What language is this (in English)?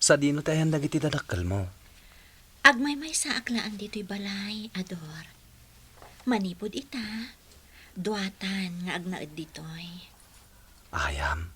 Iloko